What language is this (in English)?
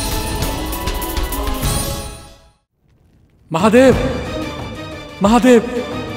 Hindi